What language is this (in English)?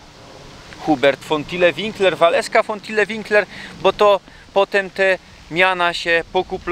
Silesian